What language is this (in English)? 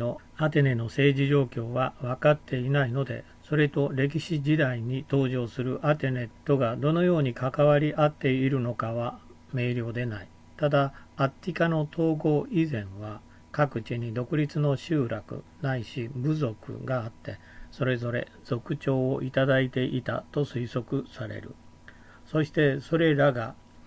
Japanese